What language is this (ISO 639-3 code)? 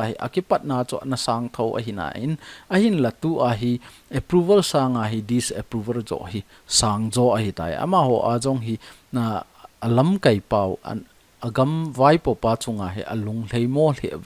tcz